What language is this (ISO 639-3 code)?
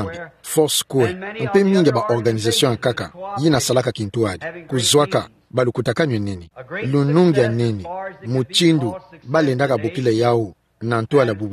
ktu